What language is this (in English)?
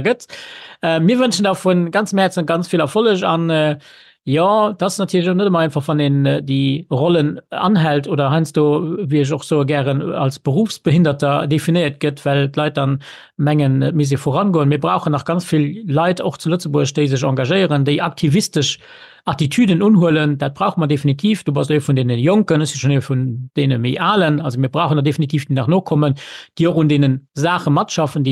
Luxembourgish